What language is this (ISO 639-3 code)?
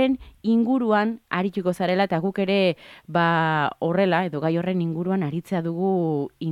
eus